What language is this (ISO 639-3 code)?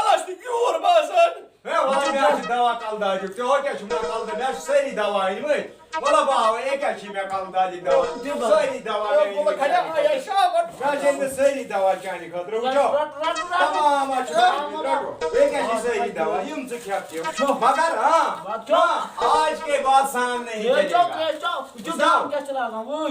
kas